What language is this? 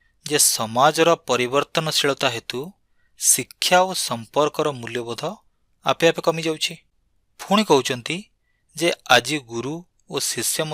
Odia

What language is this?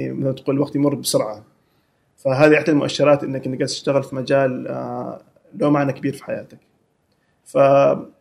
Gulf Arabic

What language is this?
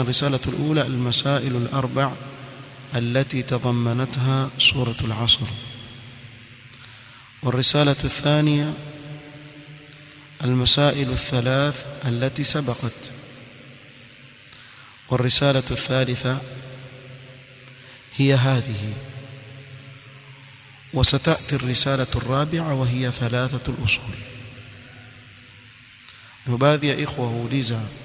Swahili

